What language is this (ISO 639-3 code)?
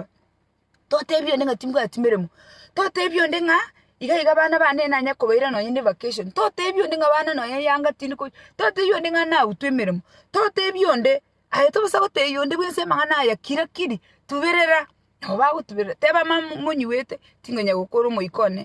guz